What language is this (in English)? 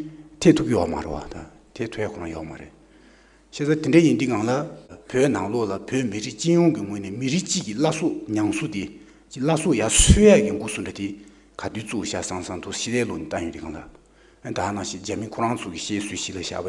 Tibetan